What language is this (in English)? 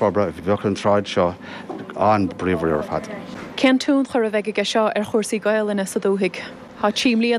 Irish